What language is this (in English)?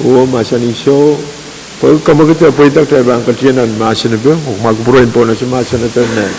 Pohnpeian